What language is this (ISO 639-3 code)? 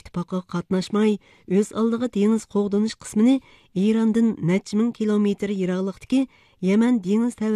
uzb